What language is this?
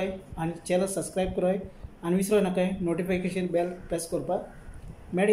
Konkani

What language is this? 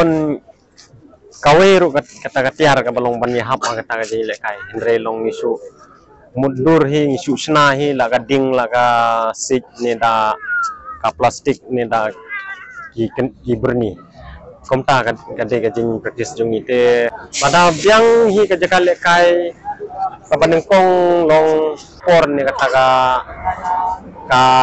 Khasi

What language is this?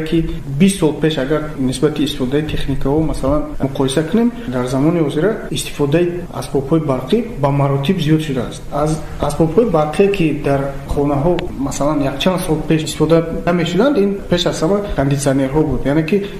Tajik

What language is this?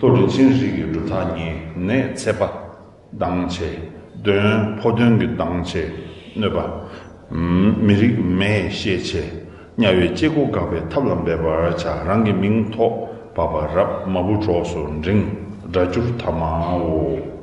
Tibetan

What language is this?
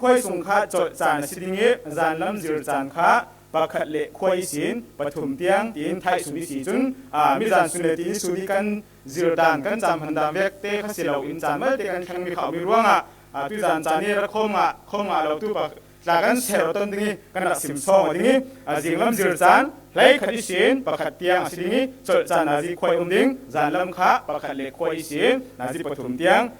Falam Chin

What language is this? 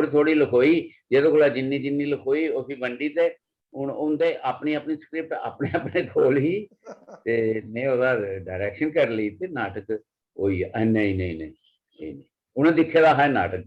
Dogri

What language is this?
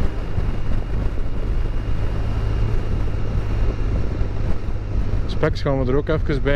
Dutch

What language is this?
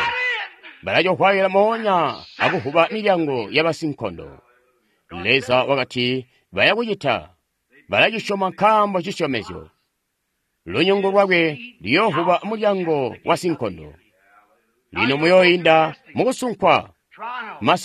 Tonga (Zambia)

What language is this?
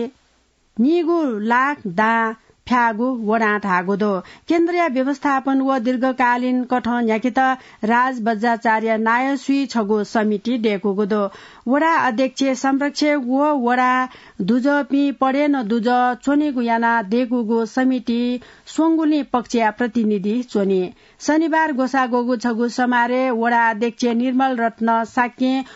Newari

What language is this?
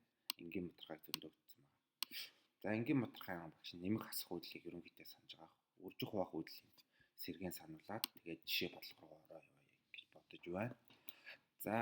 Mongolian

